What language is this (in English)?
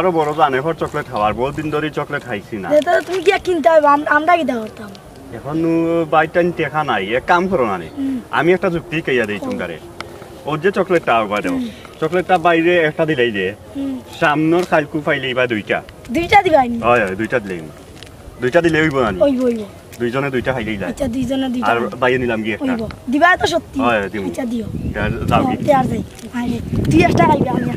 Sylheti